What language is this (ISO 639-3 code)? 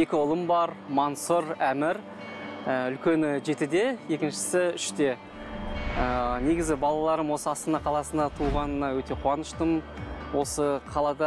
kaz